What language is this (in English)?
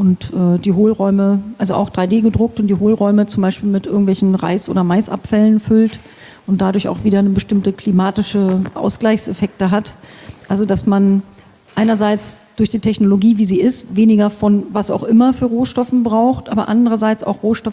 German